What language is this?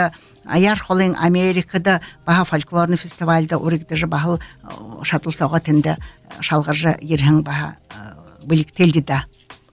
Buriat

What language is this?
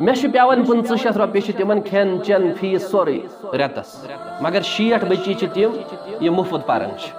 Kashmiri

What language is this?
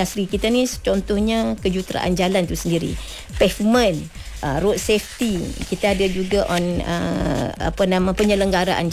Malay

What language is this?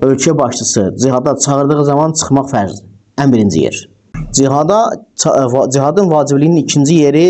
Azerbaijani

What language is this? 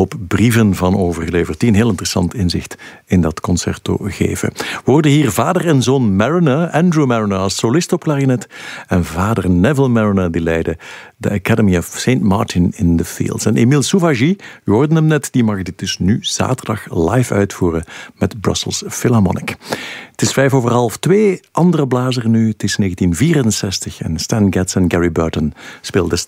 Dutch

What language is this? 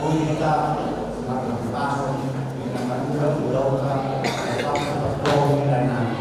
Batak Toba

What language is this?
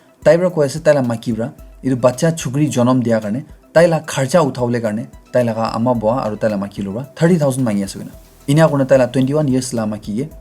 Naga Pidgin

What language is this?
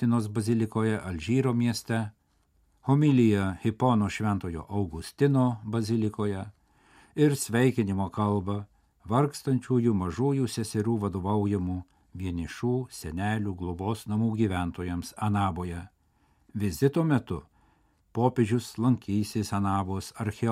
Lithuanian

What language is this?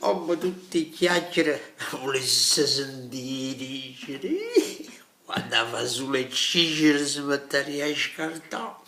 Neapolitan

